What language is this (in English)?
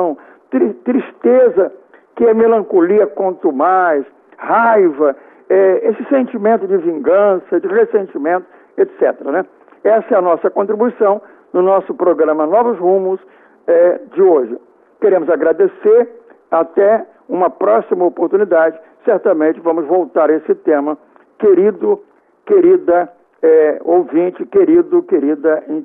Portuguese